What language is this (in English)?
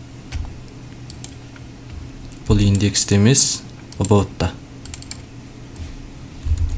Kazakh